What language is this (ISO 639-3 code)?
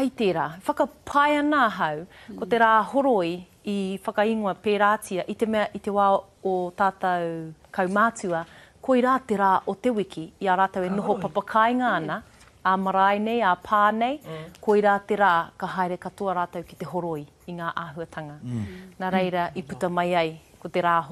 mri